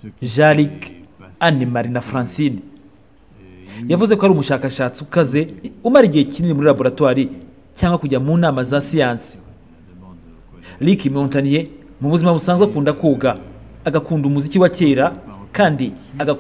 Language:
Kinyarwanda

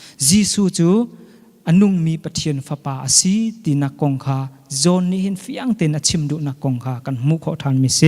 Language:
Hakha Chin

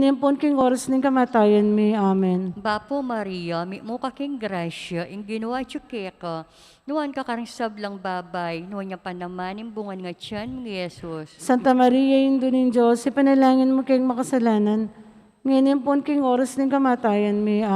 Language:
Pampanga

